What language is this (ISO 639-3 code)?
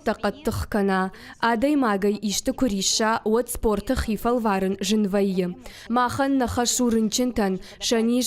oss